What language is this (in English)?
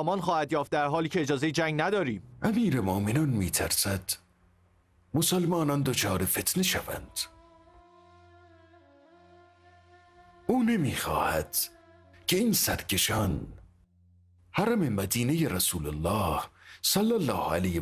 Persian